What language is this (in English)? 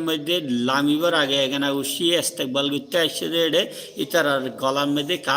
Rohingya